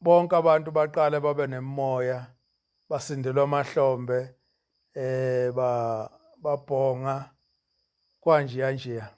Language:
Zulu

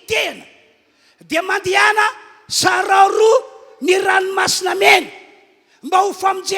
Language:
Malagasy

